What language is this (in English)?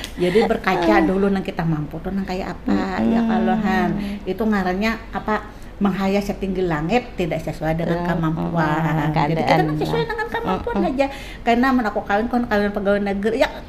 Banjar